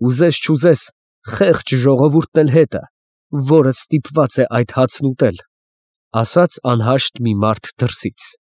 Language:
Armenian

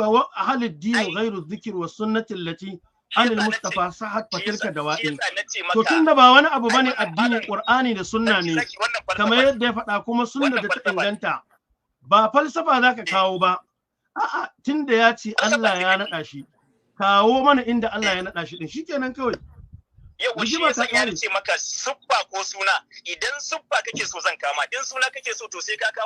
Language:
Hausa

